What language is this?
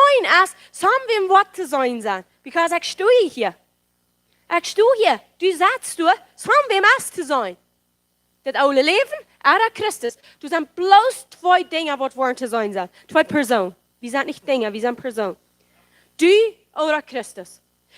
Plautdietsch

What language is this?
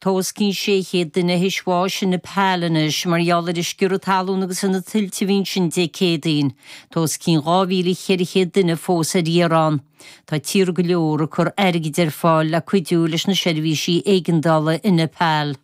Irish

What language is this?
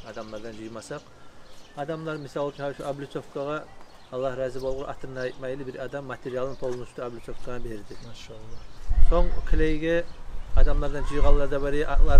Kumyk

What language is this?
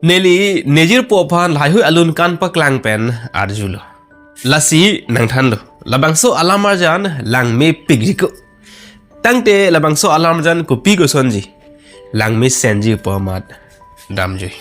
Karbi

